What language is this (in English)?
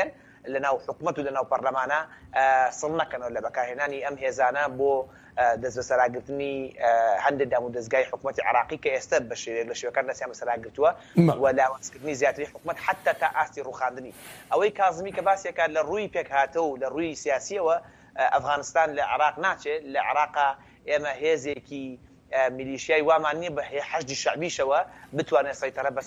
Central Kurdish